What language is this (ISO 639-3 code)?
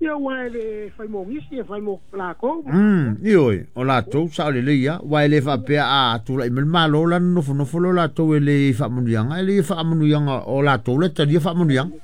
smo